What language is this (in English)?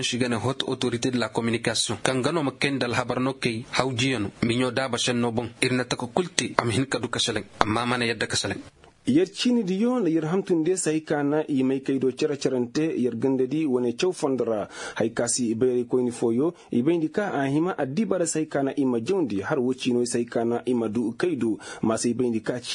Koyraboro Senni